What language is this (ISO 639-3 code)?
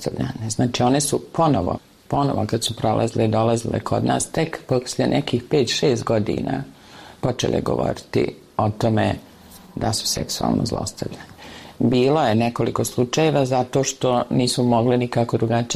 bos